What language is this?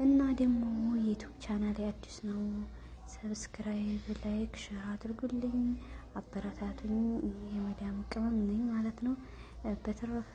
Amharic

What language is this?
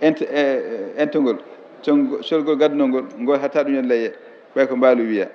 Fula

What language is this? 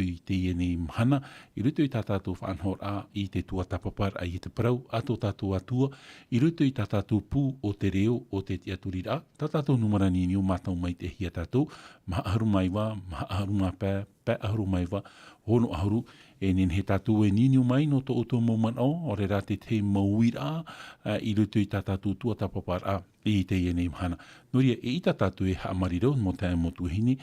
Tahitian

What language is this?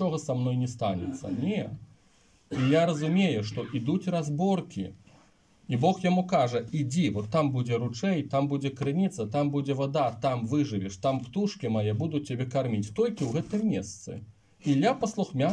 Belarusian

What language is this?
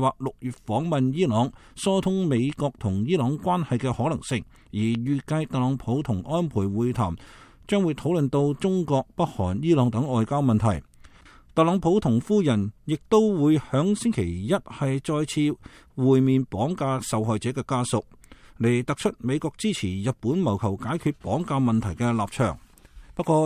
Cantonese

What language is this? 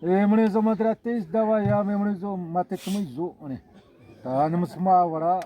Xavánte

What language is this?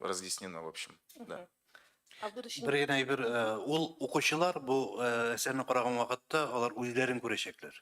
Tatar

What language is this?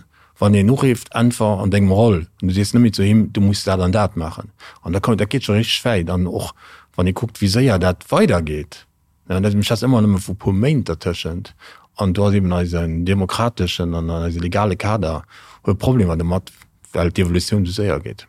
Luxembourgish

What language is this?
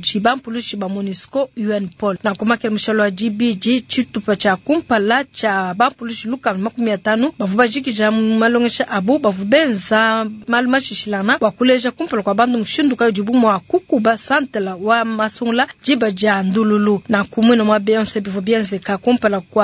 Luba-Lulua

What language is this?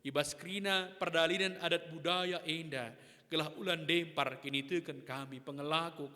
Batak Karo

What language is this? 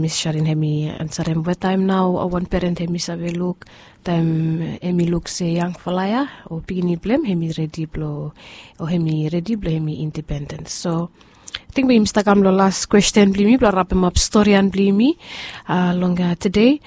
Bislama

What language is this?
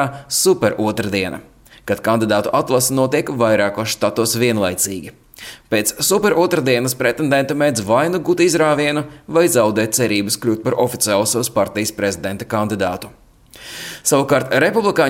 Latvian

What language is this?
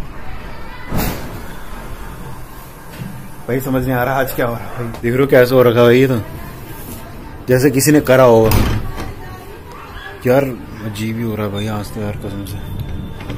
Hindi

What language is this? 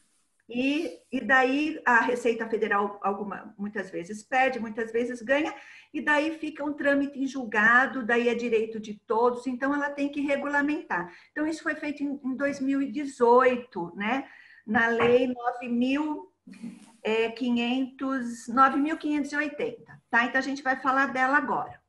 Portuguese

